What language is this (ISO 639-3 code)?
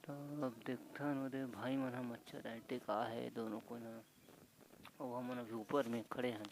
hne